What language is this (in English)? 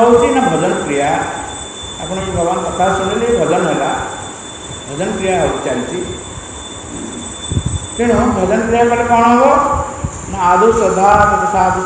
Odia